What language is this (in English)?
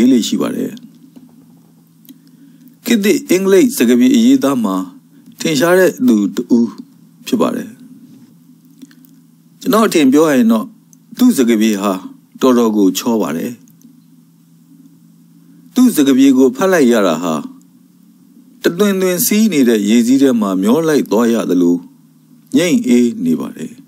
Burmese